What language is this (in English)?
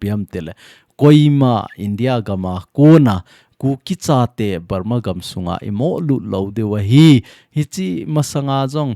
Thado Chin